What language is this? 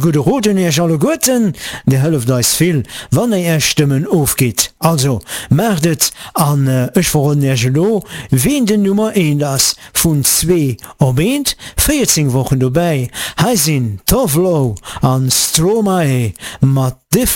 Luxembourgish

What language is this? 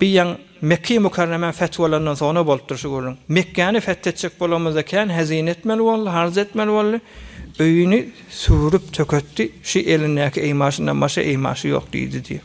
Turkmen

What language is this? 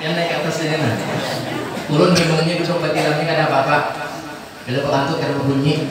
Banjar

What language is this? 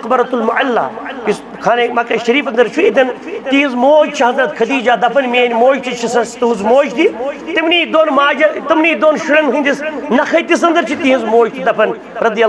Kashmiri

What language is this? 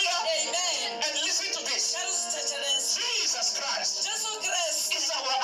Venda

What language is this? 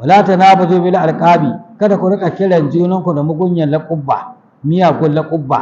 Hausa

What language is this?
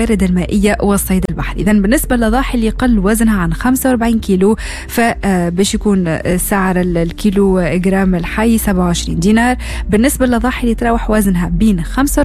Tunisian Arabic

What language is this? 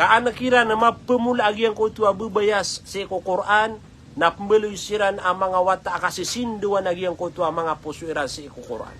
Maranao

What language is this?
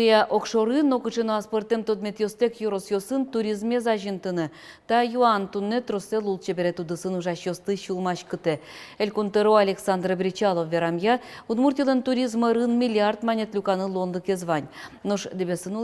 Udmurt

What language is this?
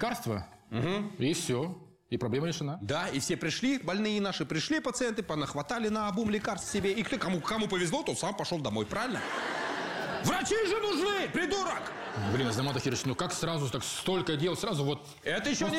Russian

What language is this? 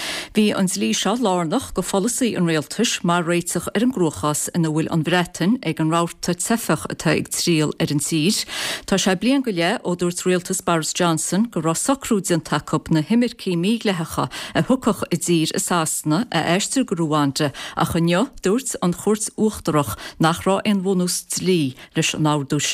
Irish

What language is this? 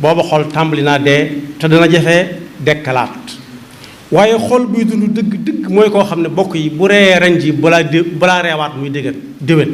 Wolof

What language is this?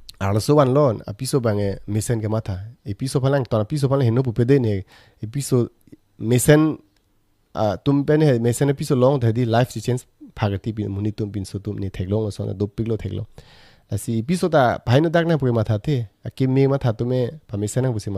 Karbi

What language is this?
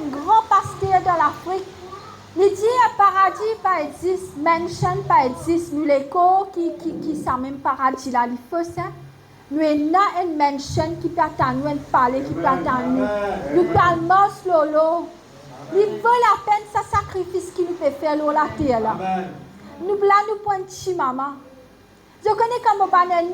Morisyen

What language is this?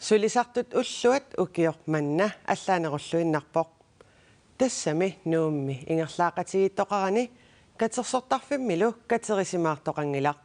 Kalaallisut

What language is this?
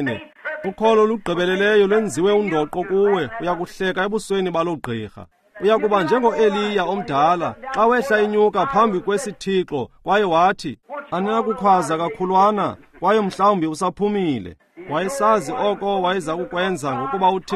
Xhosa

